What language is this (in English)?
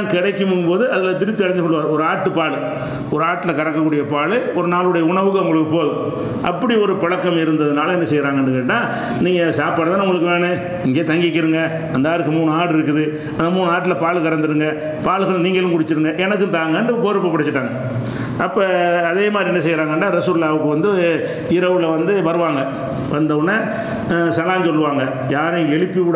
Tamil